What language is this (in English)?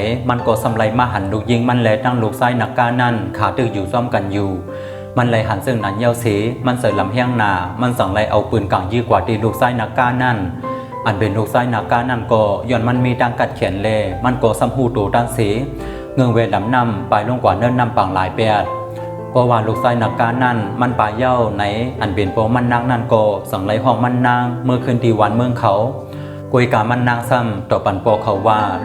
Shan